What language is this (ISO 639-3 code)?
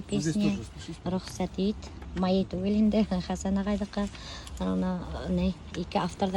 bak